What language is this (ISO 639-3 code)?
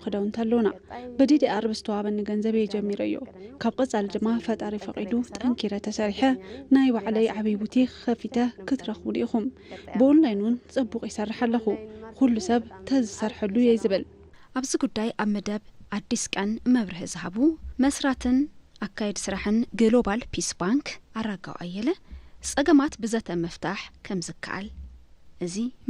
tir